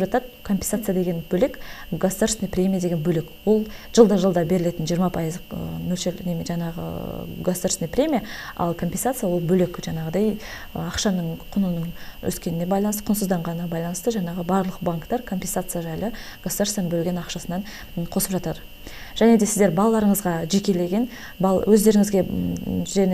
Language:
Kazakh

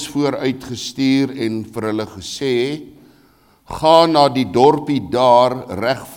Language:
Afrikaans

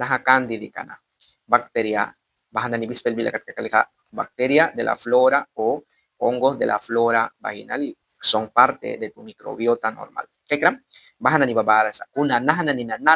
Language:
Mískito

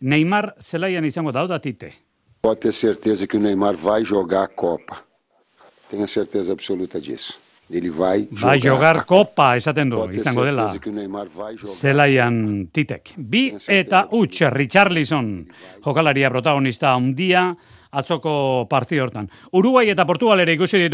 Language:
Basque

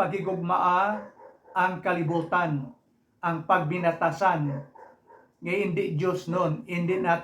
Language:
Hiligaynon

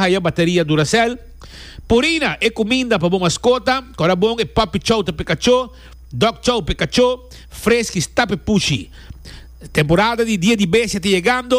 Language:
Papiamento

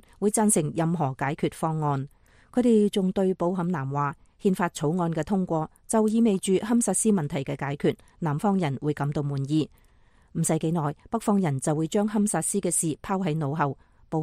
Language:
Cantonese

